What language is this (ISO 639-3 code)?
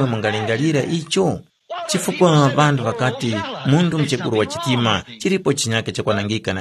tum